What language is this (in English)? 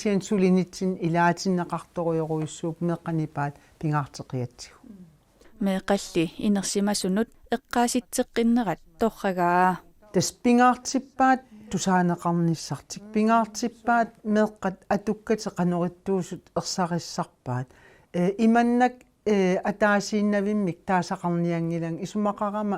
Kalaallisut